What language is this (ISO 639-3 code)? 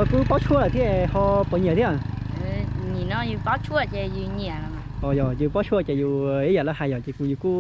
hmn